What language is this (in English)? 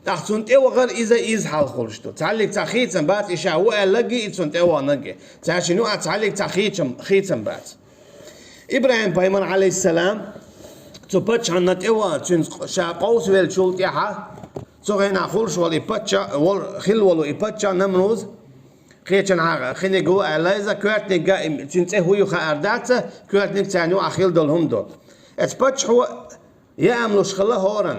Chechen